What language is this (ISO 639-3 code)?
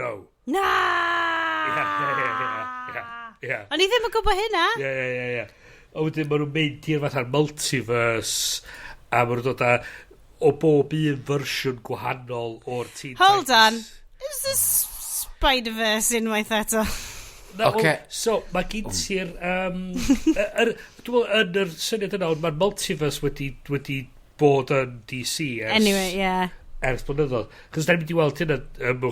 cym